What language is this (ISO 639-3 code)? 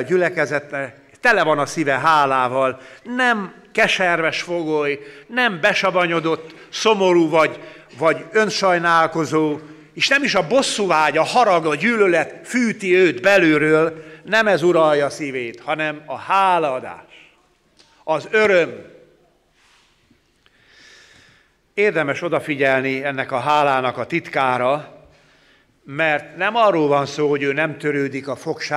hun